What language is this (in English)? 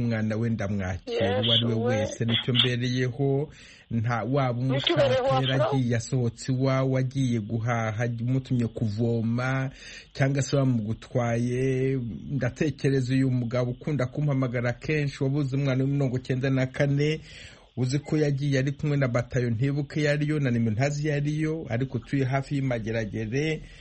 Kinyarwanda